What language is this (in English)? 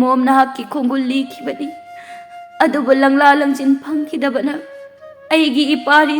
Manipuri